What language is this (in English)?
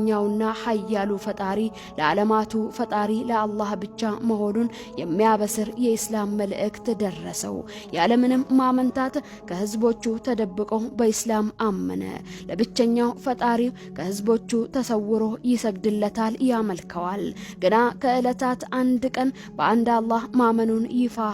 Amharic